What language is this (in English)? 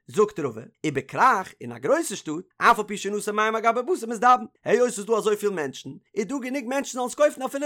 Yiddish